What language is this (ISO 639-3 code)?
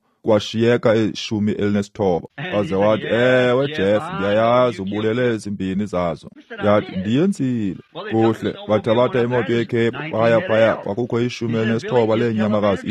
xho